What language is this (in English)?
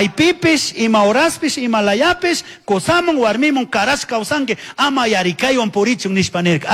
Chimborazo Highland Quichua